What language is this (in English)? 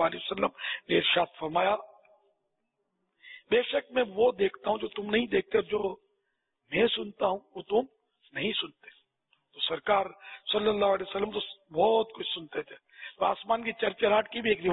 Urdu